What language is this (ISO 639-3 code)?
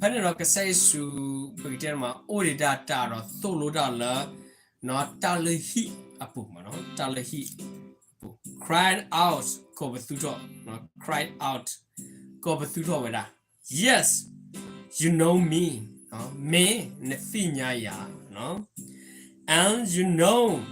ksw